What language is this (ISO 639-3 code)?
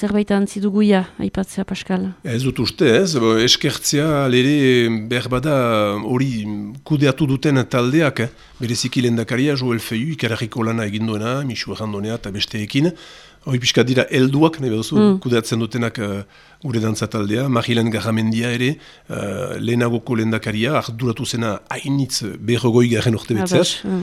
eus